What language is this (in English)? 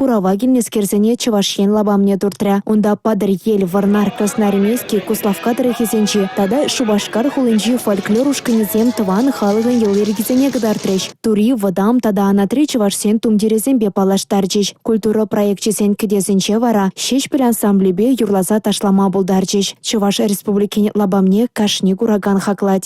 Chuvash